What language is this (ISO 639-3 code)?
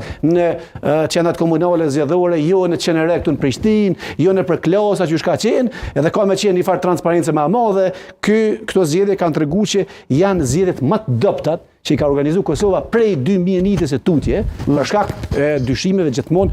sqi